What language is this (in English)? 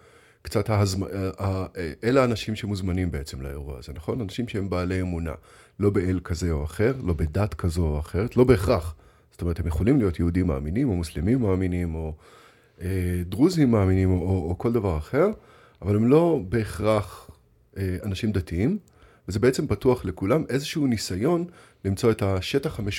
Hebrew